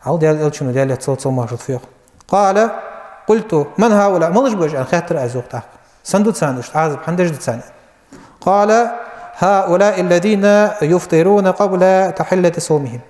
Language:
Ingush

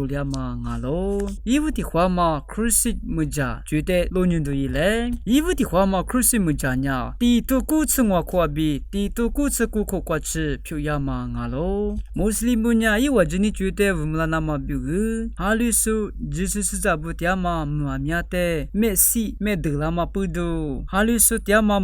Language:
Lisu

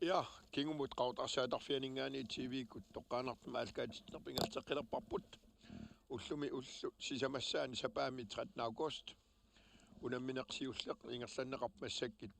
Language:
Kalaallisut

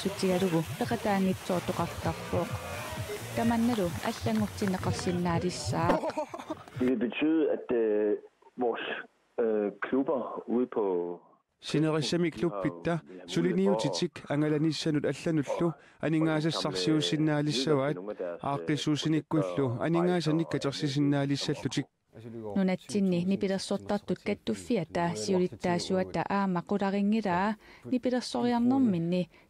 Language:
Kalaallisut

